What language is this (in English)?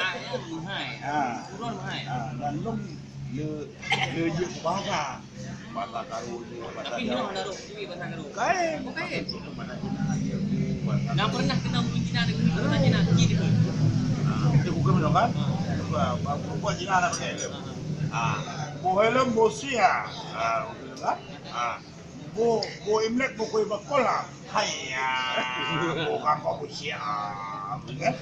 Achinese